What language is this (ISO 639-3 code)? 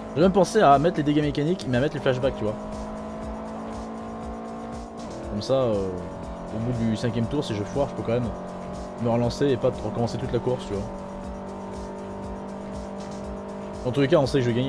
fra